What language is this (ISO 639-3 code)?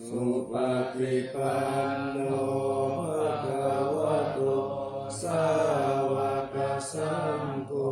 pli